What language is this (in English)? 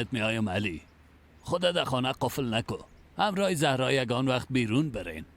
Persian